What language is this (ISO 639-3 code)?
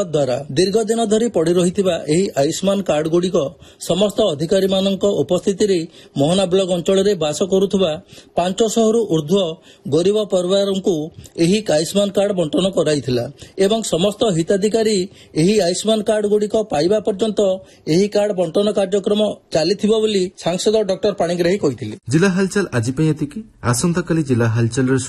ori